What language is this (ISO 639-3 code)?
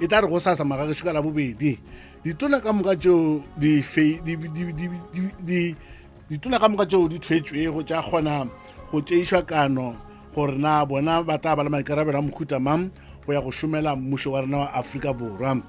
nso